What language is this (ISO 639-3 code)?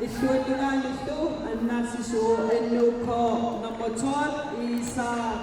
kal